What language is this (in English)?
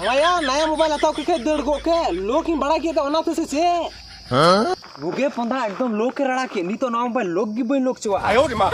Santali